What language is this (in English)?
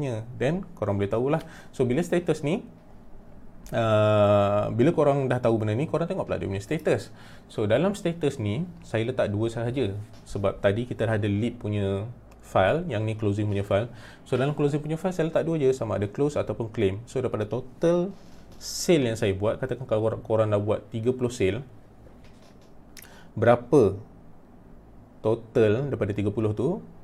Malay